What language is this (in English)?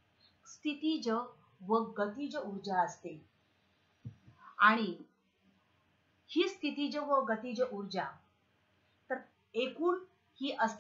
Marathi